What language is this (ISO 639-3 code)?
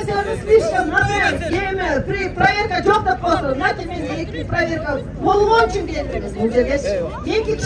kir